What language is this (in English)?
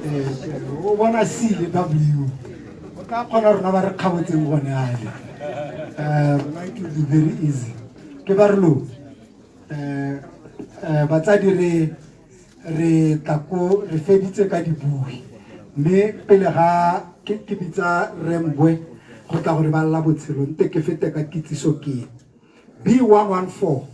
Tswana